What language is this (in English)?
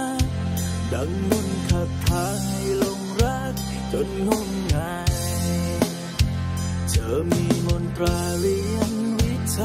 Thai